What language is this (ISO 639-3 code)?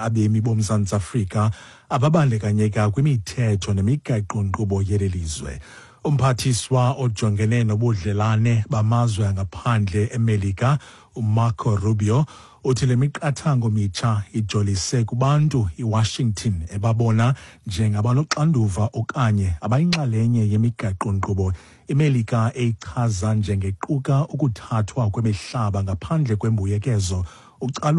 xho